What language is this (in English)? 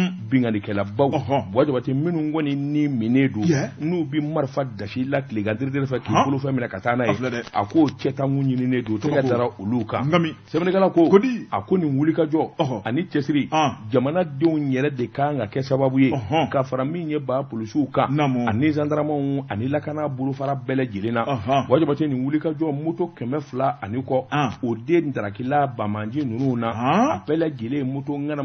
Bambara